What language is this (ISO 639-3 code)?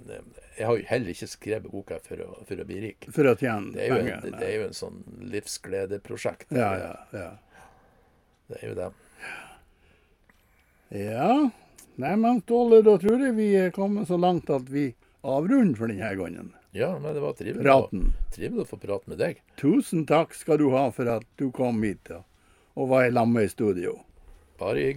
nor